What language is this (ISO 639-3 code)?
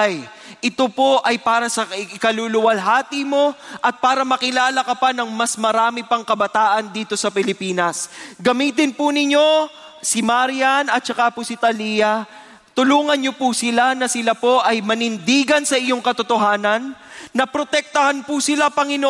fil